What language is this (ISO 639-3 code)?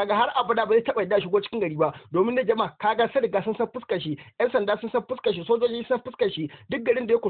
hau